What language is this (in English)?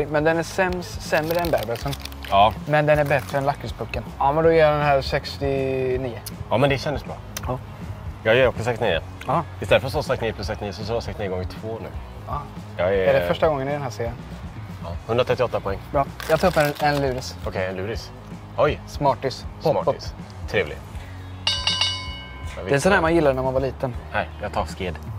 Swedish